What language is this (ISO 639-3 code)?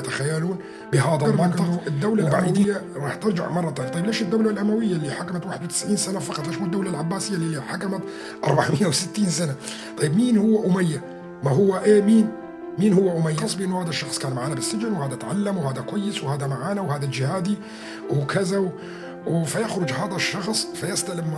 apc